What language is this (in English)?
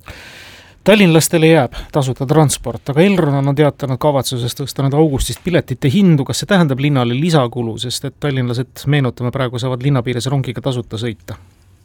Estonian